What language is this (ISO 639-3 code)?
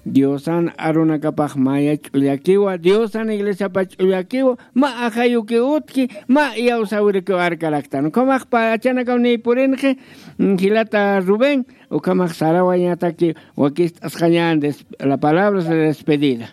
aym